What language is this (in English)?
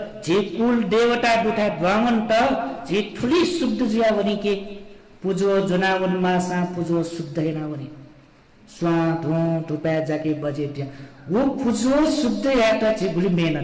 Newari